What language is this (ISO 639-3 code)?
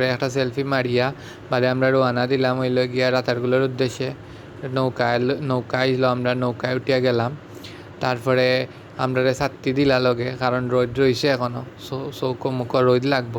syl